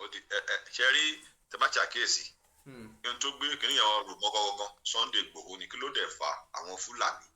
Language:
Yoruba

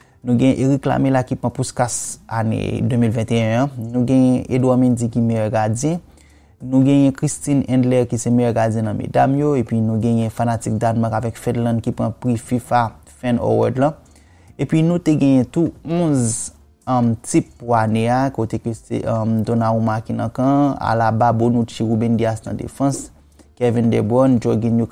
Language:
Haitian Creole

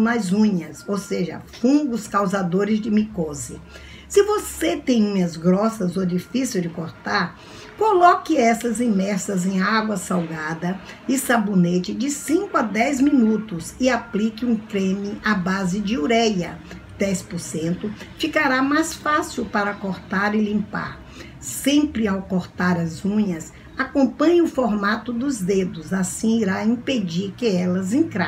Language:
Portuguese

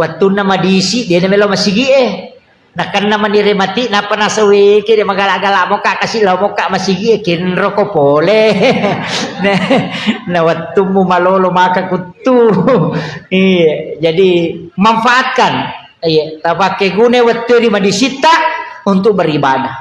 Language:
Buginese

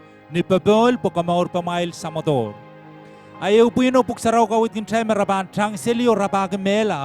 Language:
Pohnpeian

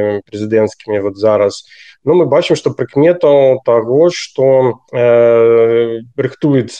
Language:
Belarusian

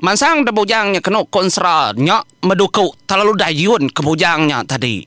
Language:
Iban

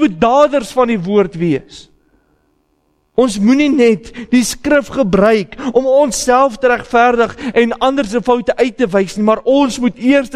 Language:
Afrikaans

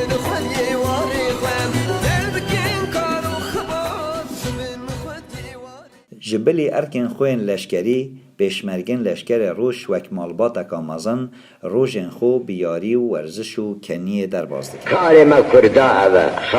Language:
Kurdish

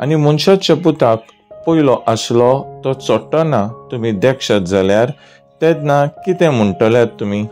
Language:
Konkani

